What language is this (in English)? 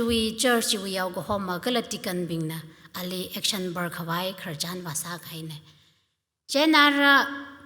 Tangkhul Naga (India)